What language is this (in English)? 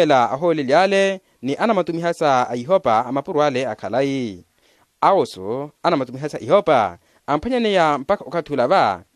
Makhuwa